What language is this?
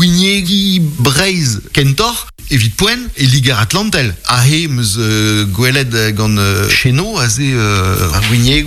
Breton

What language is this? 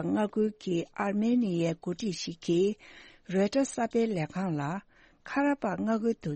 Tibetan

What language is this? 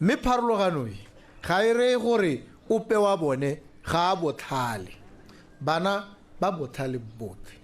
Tswana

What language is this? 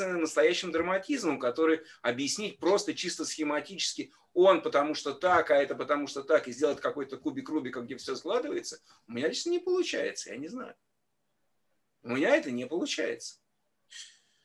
Russian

